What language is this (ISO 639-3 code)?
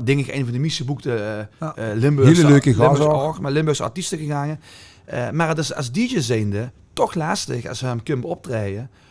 lim